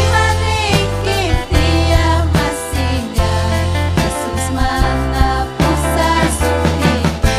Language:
Ayacucho Quechua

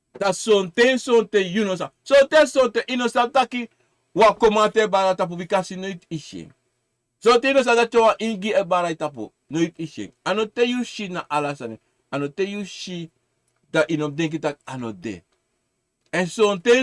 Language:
Sranan Tongo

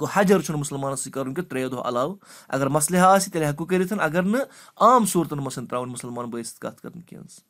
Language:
Kashmiri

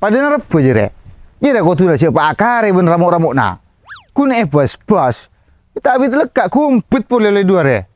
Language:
Madurese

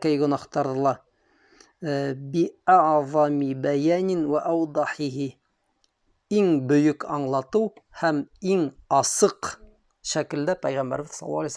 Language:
Bashkir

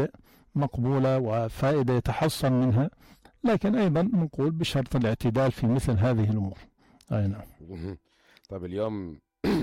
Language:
North Levantine Arabic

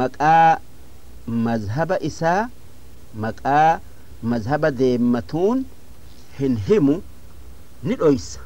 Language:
Oromo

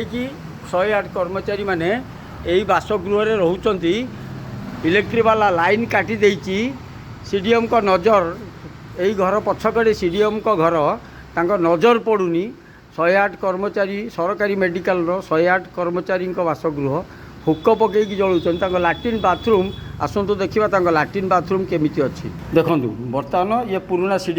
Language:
Odia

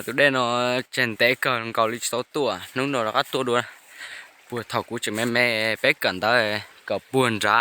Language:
Hmong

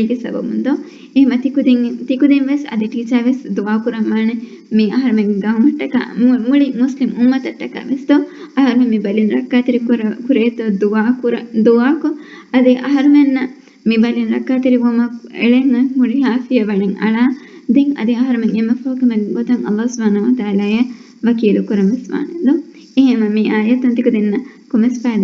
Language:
Divehi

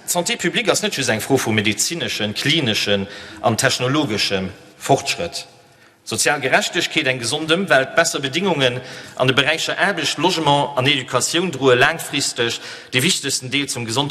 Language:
Luxembourgish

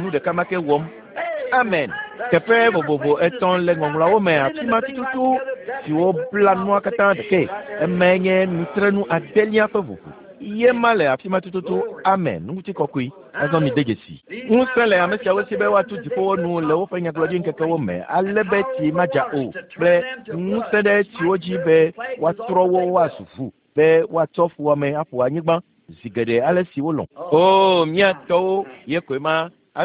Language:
Ewe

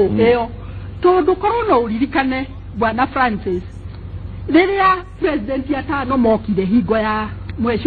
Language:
Kikuyu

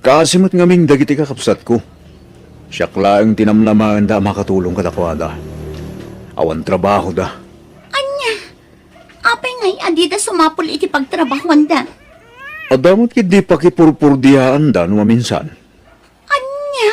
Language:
Iloko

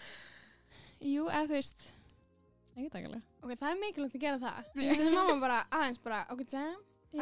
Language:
Icelandic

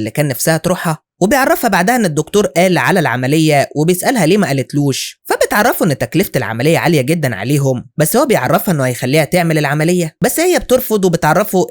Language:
Egyptian Arabic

